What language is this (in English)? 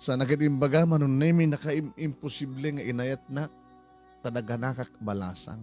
Iloko